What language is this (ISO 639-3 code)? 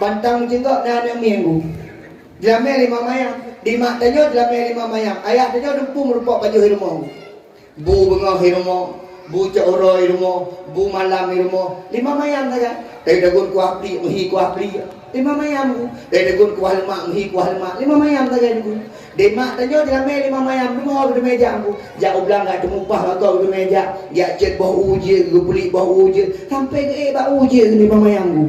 ace